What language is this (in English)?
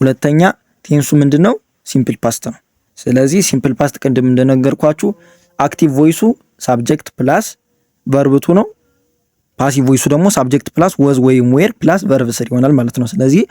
Amharic